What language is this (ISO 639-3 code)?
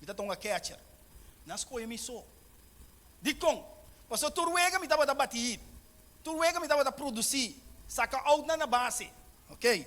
pap